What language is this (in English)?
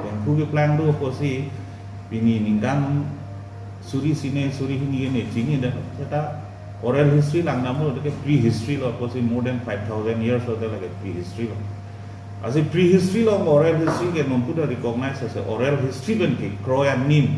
Karbi